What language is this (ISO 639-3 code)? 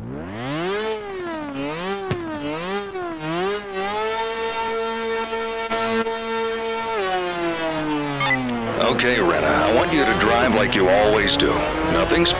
eng